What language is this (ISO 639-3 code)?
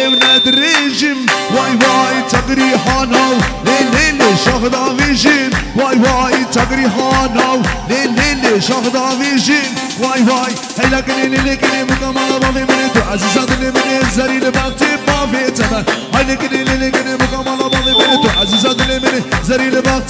kur